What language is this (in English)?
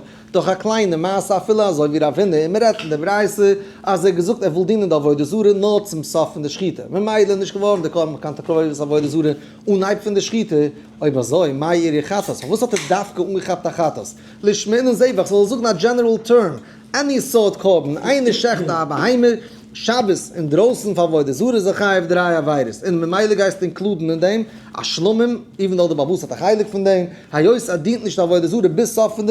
Yiddish